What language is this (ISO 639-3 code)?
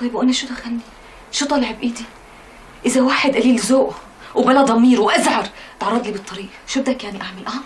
apc